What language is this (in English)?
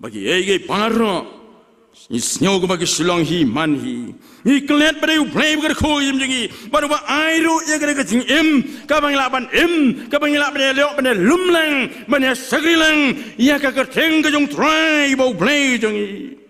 Khasi